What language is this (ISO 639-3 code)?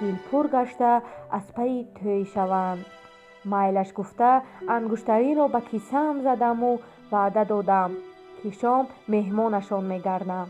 tgk